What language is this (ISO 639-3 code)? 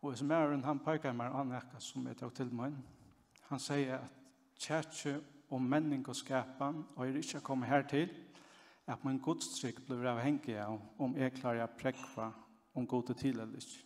fao